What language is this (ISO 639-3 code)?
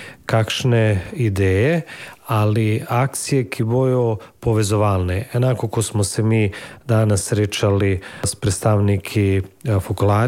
slv